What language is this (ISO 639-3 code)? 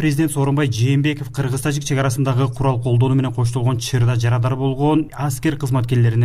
kir